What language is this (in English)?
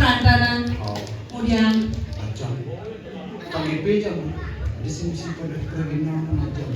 Balinese